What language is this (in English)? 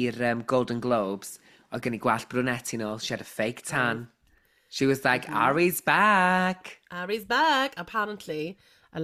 Welsh